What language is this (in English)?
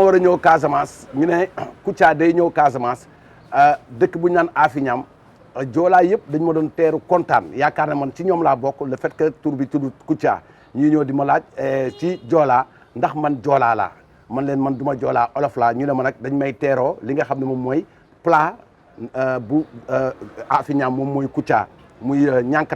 Wolof